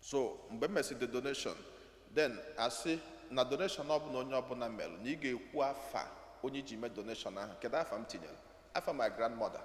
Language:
Igbo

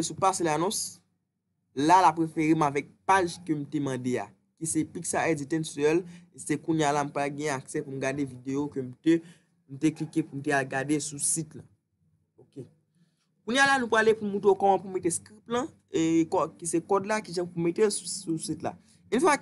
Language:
Haitian Creole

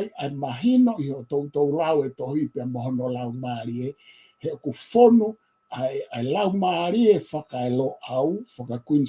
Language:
Tongan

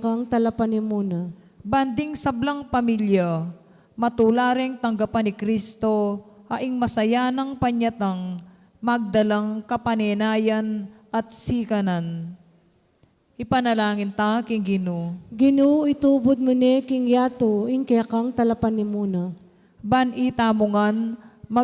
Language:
Pampanga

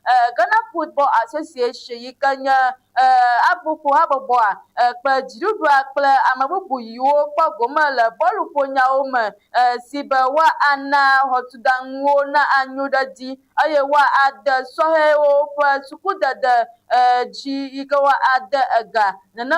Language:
Ewe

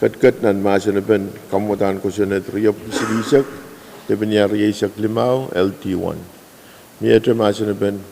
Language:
Pohnpeian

